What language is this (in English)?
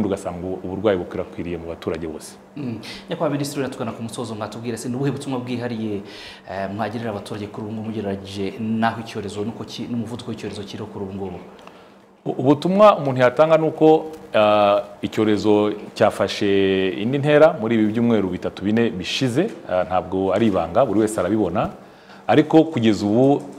Kinyarwanda